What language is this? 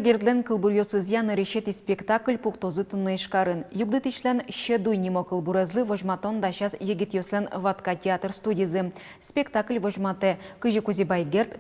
Udmurt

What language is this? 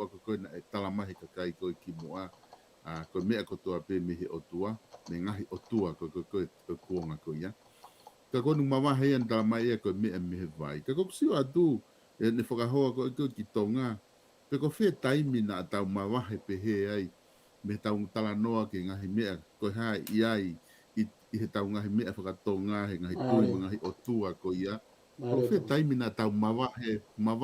Tongan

